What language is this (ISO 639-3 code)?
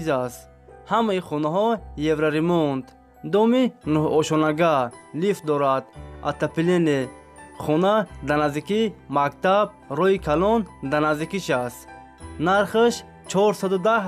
tgk